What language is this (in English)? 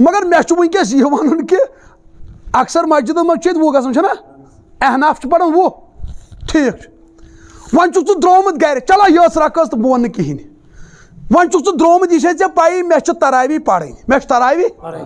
Kashmiri